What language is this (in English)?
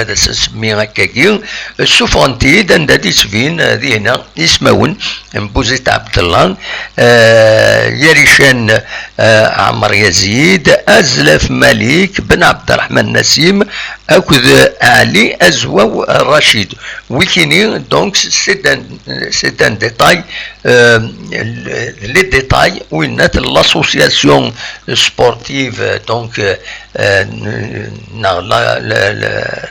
Kabyle